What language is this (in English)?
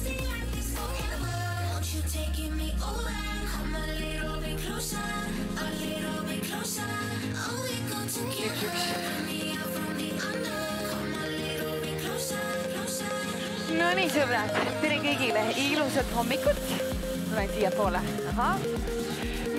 Estonian